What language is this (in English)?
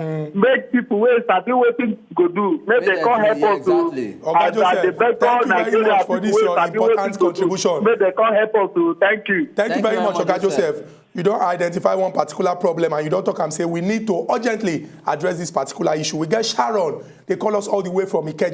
Nigerian Pidgin